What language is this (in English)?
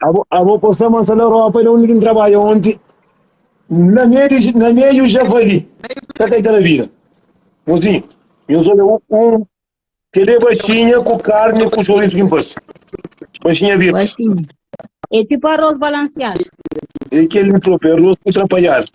Kabuverdianu